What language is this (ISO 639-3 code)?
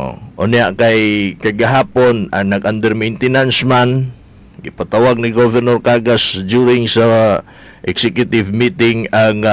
ceb